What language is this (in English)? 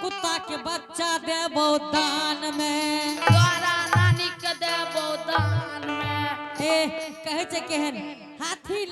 Angika